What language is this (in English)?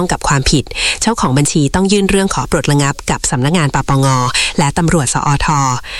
Thai